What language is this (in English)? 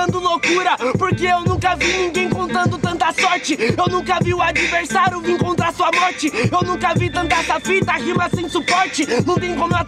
Portuguese